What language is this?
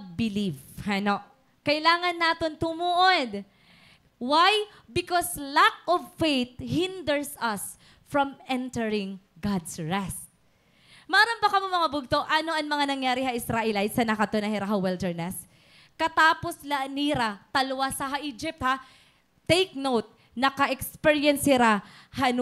Waray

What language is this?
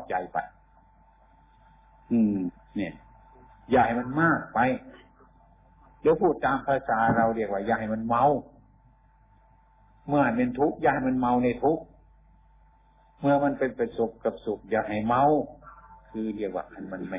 Thai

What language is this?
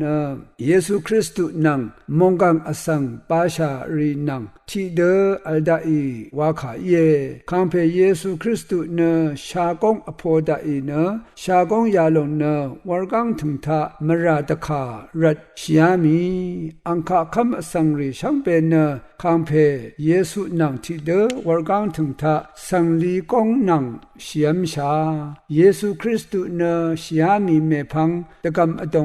Rawang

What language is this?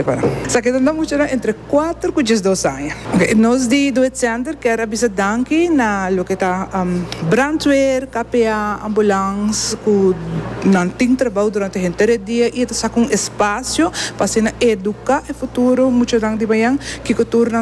Papiamento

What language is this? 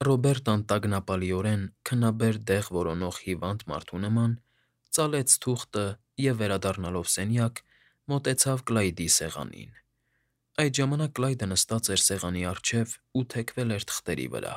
Armenian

